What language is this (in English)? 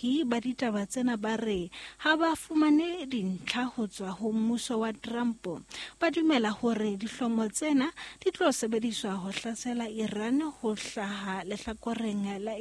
Southern Sotho